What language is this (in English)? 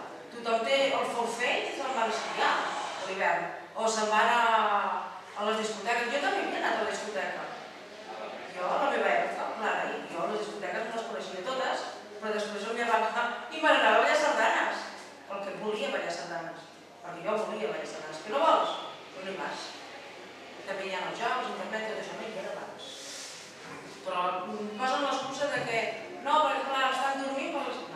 Catalan